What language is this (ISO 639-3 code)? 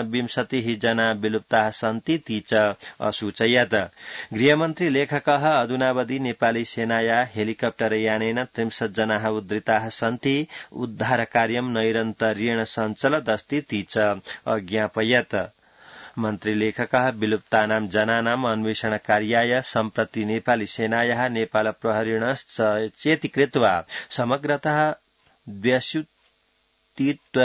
san